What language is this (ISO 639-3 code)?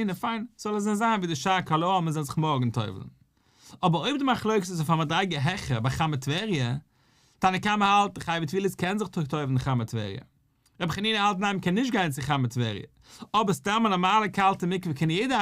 yid